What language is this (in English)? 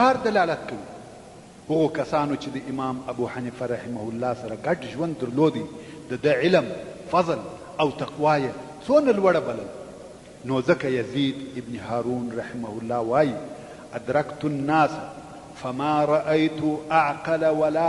Pashto